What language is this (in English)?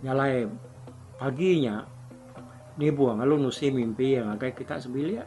Iban